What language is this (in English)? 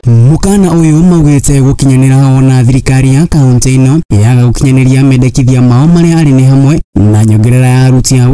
Kikuyu